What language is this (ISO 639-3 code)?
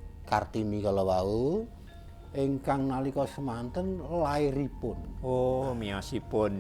jav